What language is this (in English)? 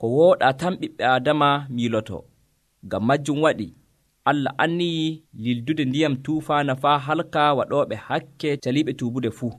Nigerian Fulfulde